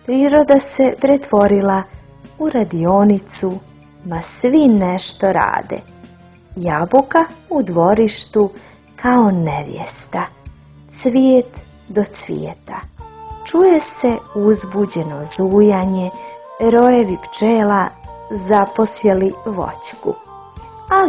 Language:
Croatian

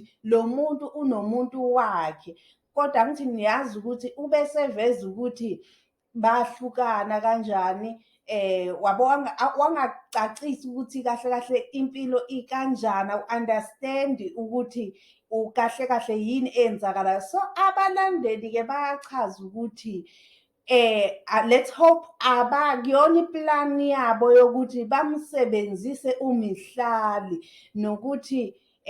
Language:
Zulu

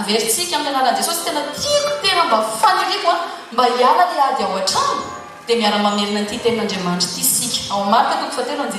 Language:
Malagasy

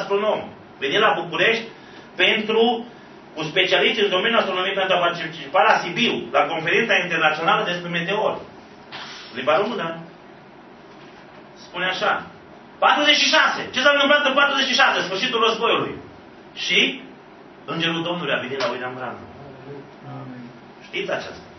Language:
Romanian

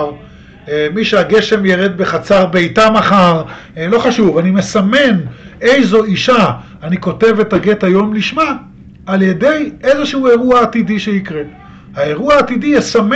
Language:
Hebrew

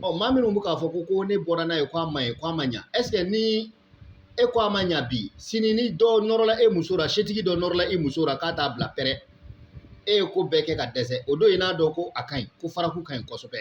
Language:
Bambara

